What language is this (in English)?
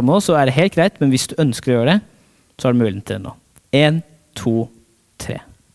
Norwegian